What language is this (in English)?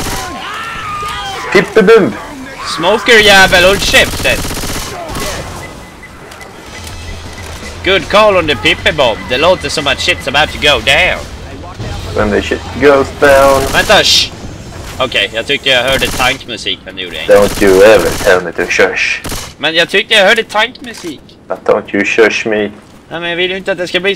Swedish